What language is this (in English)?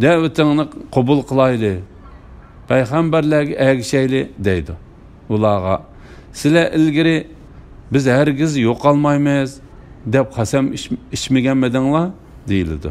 Uyghur